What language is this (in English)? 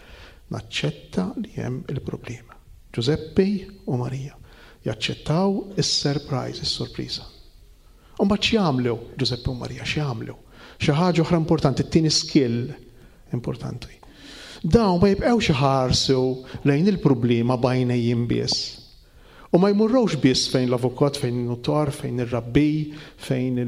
Maltese